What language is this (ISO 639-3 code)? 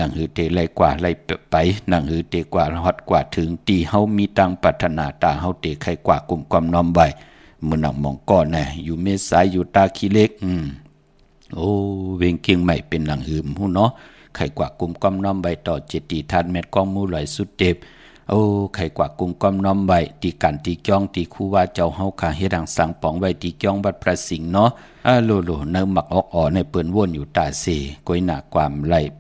shn